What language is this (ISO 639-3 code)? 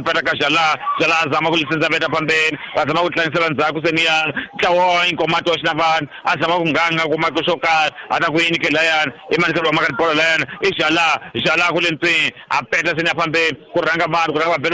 tso